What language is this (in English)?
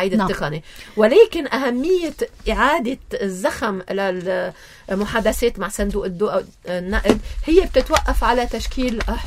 North Levantine Arabic